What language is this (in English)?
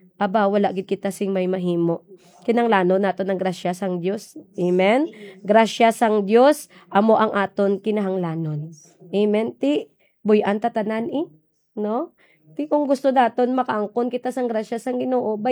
Hiligaynon